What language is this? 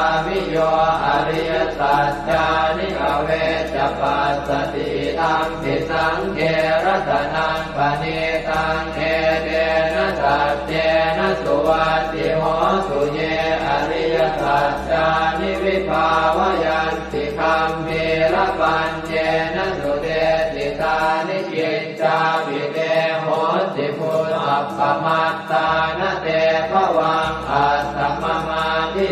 Pali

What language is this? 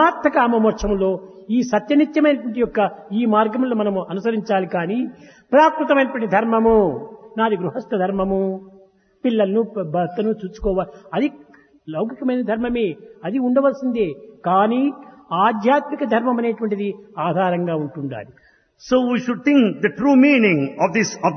Telugu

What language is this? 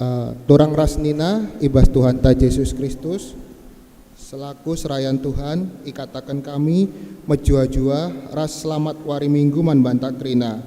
Batak Karo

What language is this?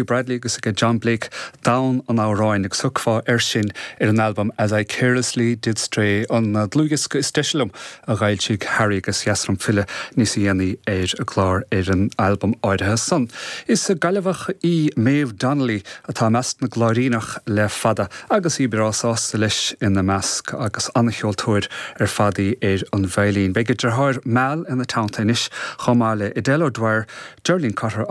Irish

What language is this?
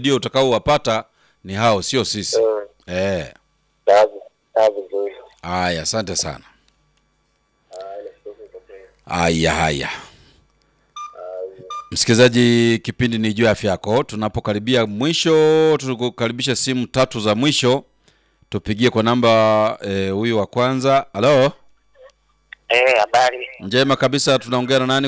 Swahili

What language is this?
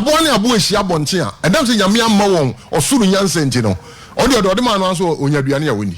Akan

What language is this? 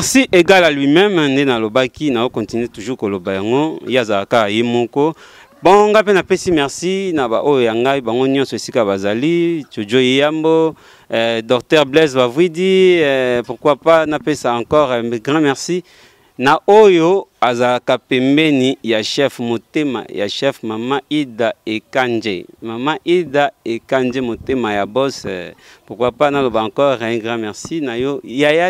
Lingala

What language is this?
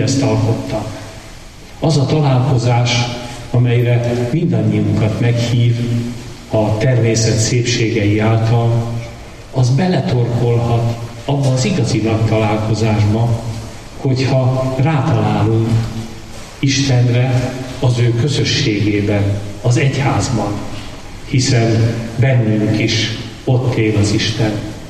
Hungarian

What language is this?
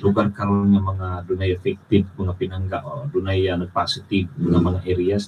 Cebuano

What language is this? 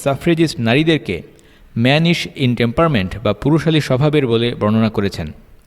Bangla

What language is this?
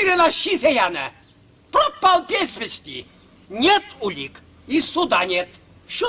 Chuvash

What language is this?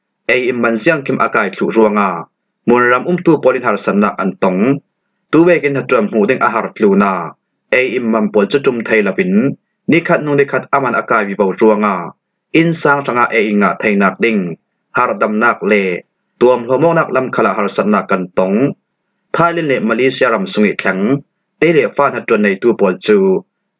Falam Chin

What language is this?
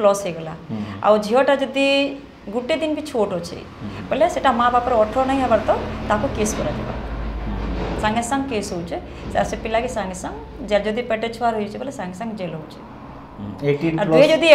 Sambalpuri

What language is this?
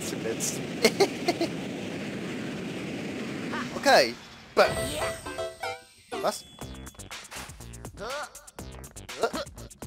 German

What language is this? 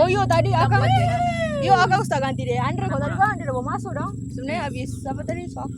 Manado Malay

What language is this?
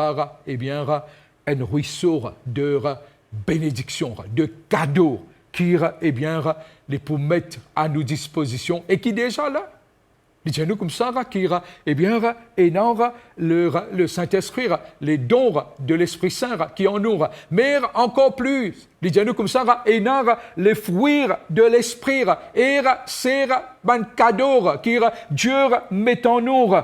Morisyen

